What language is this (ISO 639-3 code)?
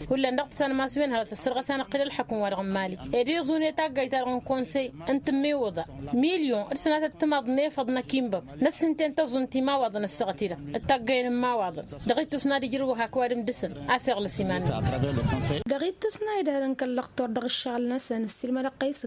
taq